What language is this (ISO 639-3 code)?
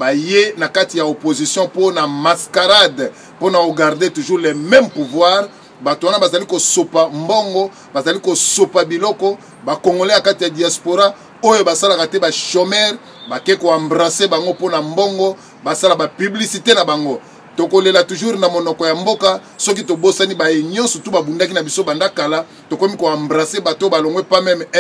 lin